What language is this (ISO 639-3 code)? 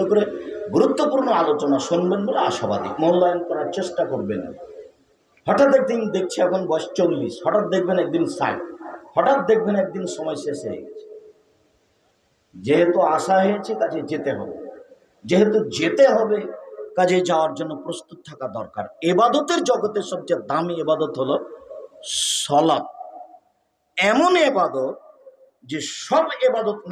ben